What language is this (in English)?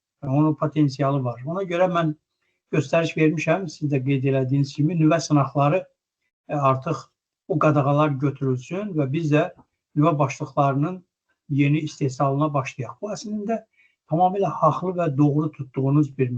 Azerbaijani